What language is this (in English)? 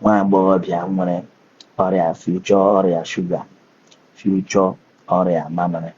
Igbo